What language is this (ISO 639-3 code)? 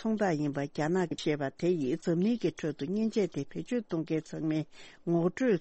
bod